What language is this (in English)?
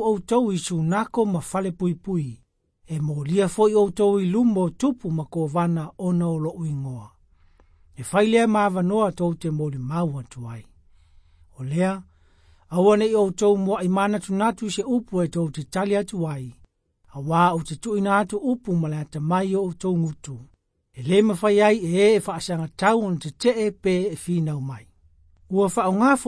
Samoan